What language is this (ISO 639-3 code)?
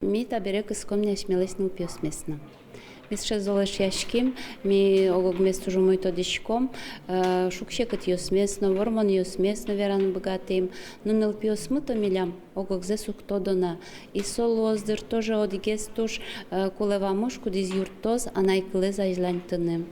udm